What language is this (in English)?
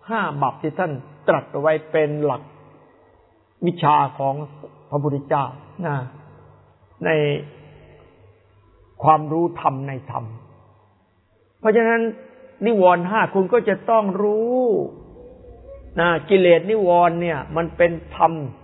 Thai